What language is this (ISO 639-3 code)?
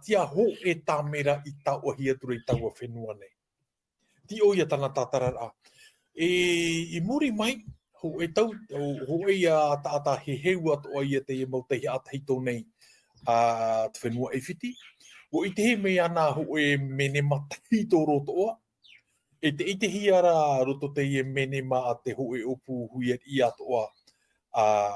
tah